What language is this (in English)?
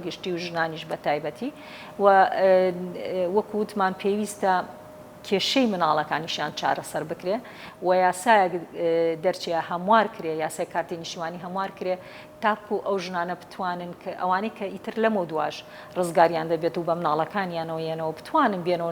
Central Kurdish